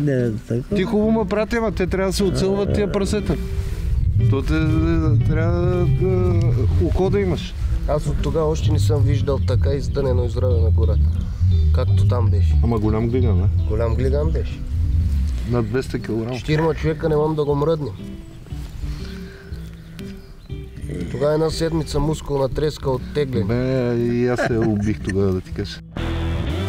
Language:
Bulgarian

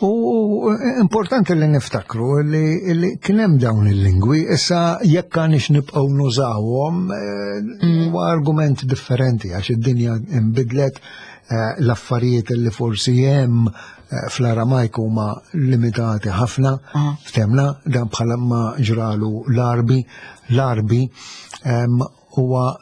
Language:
Maltese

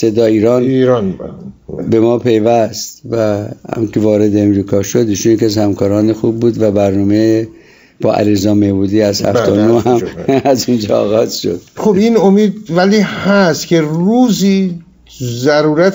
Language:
Persian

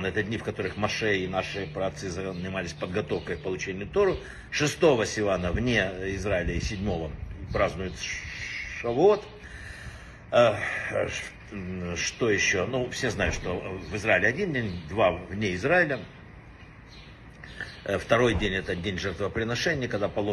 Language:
Russian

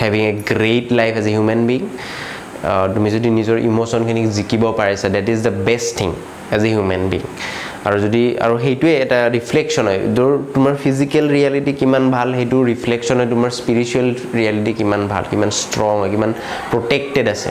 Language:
Assamese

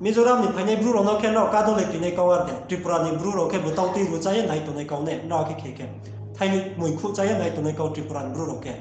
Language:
Riang (India)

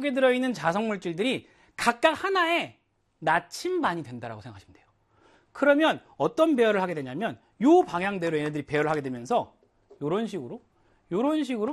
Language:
Korean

